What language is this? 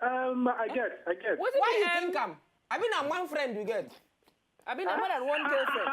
Nigerian Pidgin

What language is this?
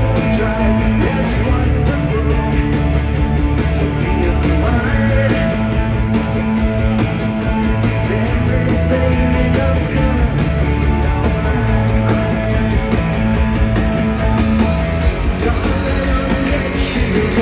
English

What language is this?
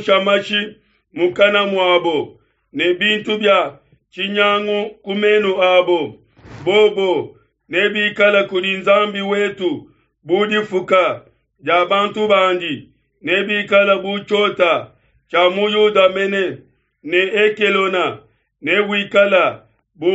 Luba-Lulua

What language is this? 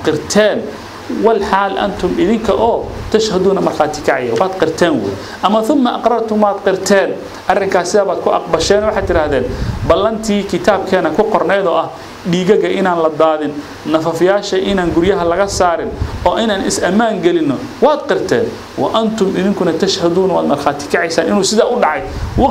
Somali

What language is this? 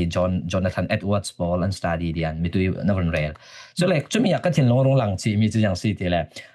Falam Chin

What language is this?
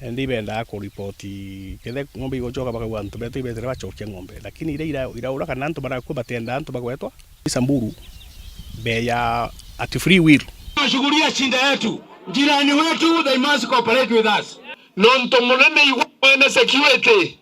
Meru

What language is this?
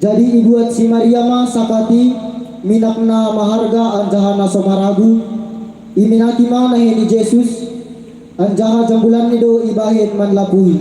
Batak Simalungun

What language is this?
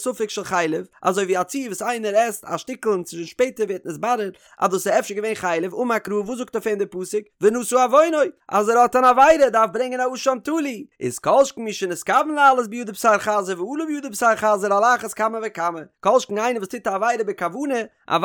Yiddish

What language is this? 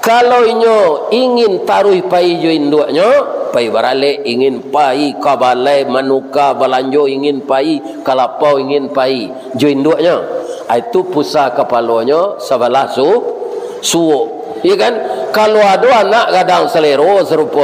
Minangkabau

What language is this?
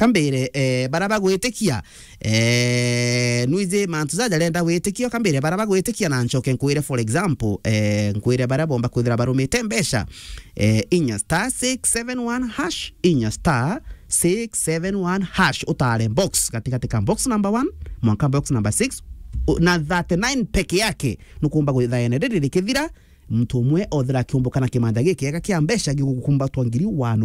Meru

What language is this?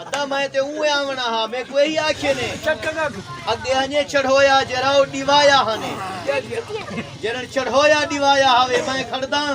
Saraiki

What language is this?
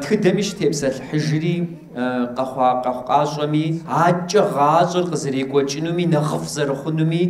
Kabardian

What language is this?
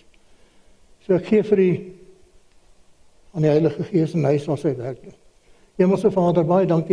Afrikaans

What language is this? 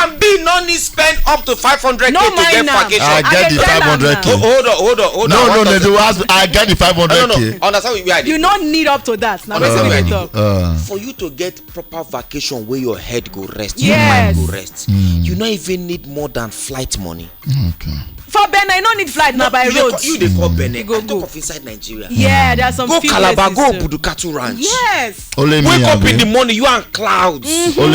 Nigerian Pidgin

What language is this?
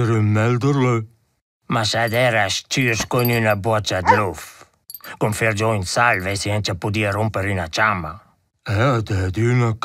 Romansh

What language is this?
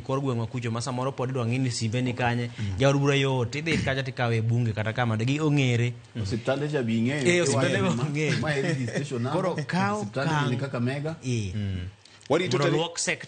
Luo (Kenya and Tanzania)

